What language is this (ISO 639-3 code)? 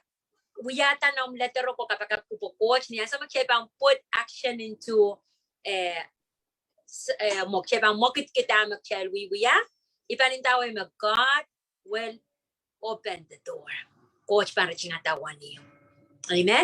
pon